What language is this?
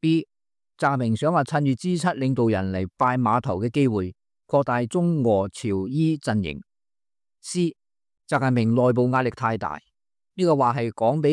Cantonese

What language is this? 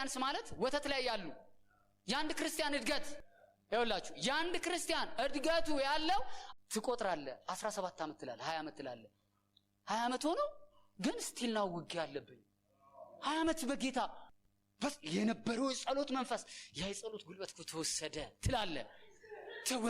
Amharic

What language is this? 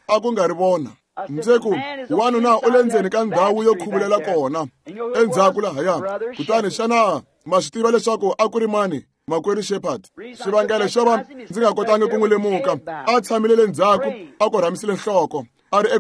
Tsonga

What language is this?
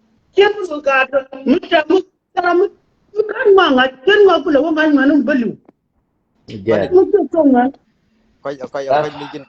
Nuer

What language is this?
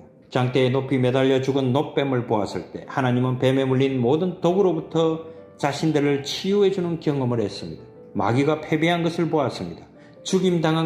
Korean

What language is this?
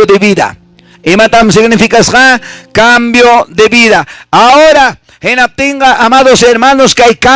Quechua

